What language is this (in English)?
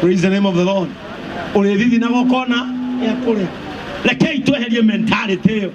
Kikuyu